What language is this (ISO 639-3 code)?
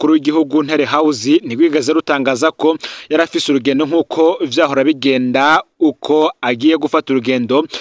run